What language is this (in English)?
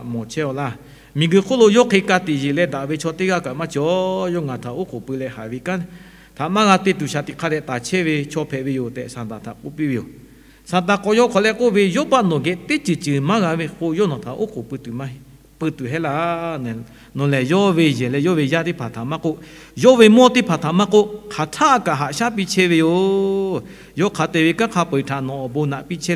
Lahu